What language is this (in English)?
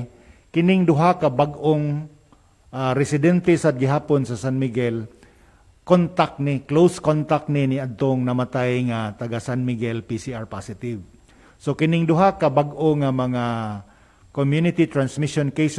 Cebuano